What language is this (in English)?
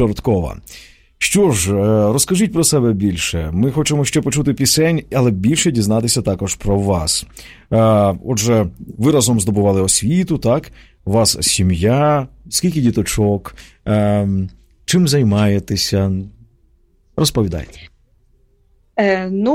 Ukrainian